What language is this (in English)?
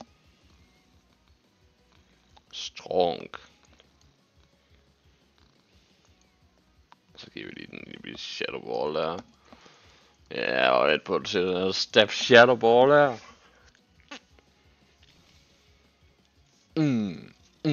Danish